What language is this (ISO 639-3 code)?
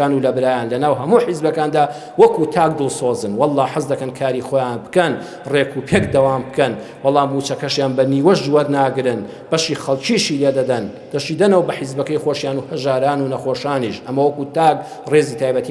ckb